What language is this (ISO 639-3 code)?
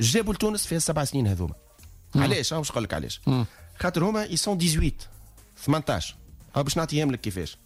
aeb